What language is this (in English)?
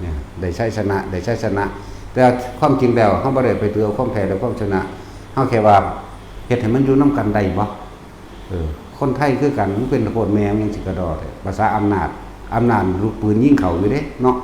Northeastern Thai